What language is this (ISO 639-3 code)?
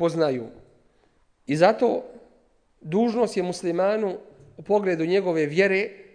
bos